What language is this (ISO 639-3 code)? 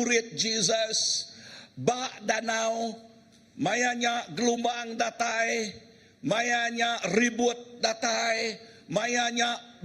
iba